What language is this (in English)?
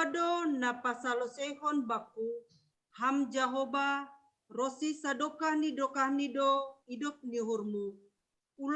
Batak Simalungun